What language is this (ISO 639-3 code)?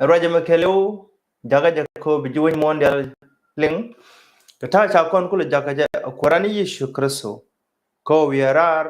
nus